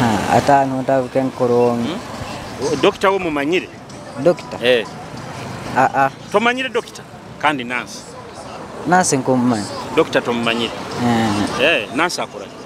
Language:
Nyoro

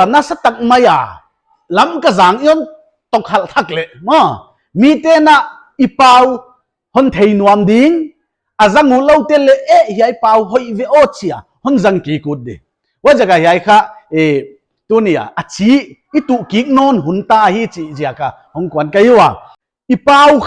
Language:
Paite Chin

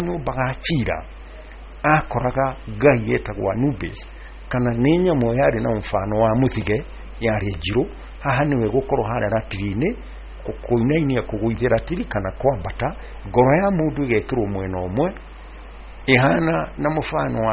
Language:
Kikuyu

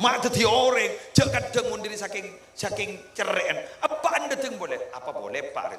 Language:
Madurese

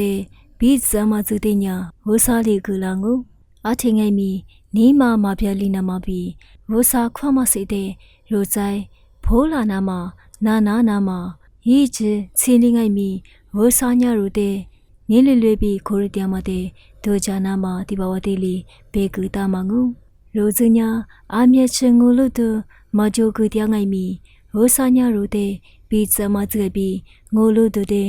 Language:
Lisu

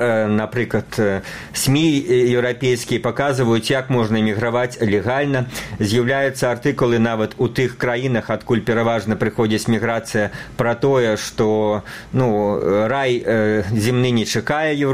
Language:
Belarusian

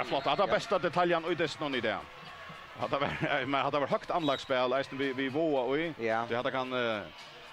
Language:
Faroese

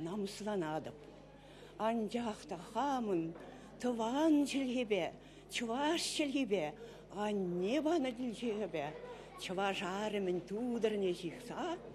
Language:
Chuvash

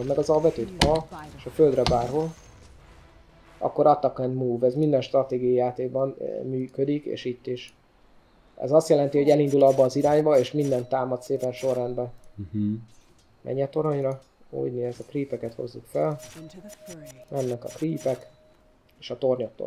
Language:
Hungarian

